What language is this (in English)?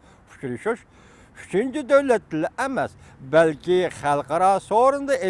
Uyghur